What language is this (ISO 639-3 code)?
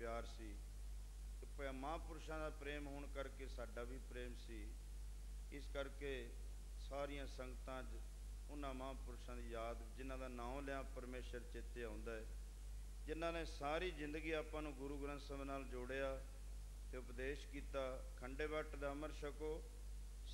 pan